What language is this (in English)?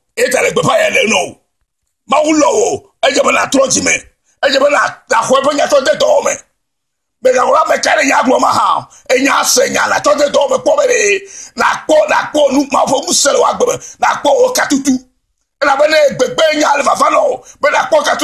Ewe